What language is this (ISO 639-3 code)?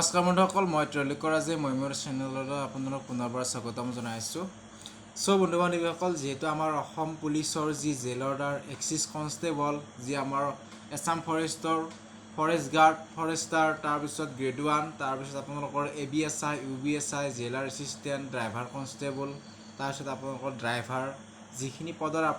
asm